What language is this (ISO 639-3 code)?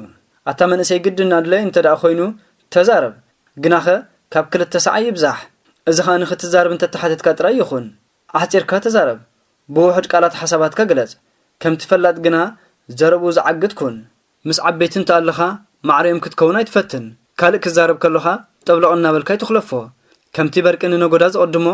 tir